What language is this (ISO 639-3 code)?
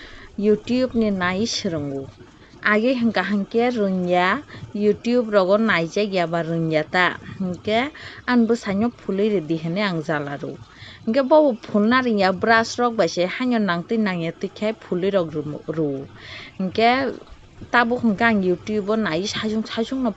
trp